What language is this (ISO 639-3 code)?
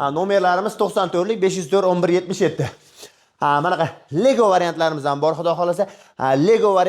uzb